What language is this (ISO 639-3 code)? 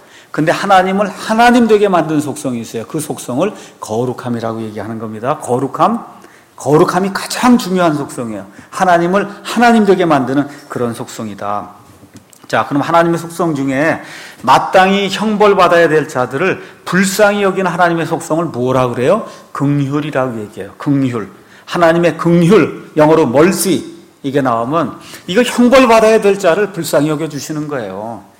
kor